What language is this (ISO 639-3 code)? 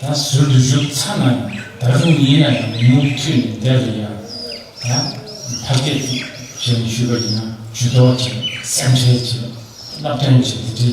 bod